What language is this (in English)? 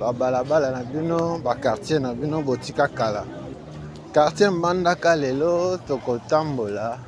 Lingala